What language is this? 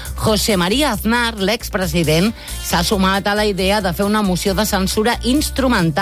Catalan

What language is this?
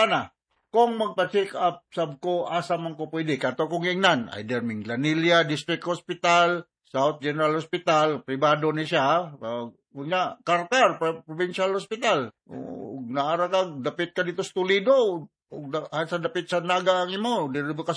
Cebuano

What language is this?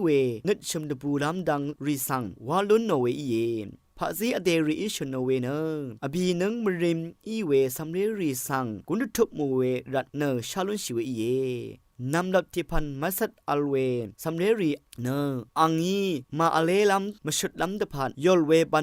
Rawang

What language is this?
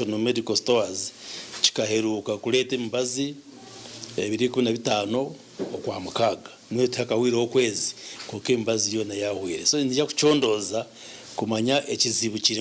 Nyankole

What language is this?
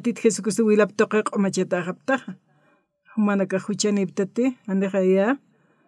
Aymara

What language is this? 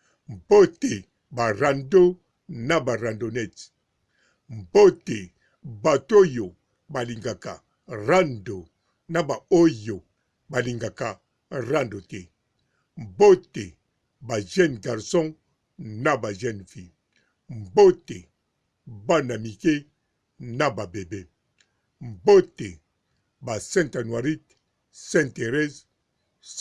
Lingala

